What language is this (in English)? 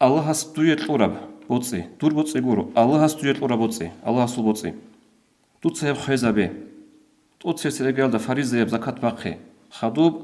Avaric